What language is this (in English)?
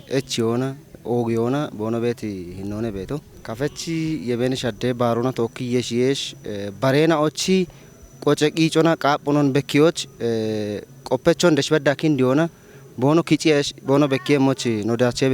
Kafa